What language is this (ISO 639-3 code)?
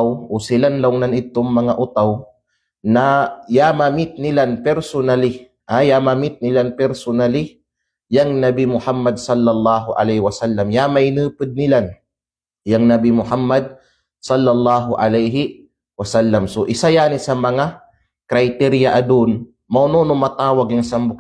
kqe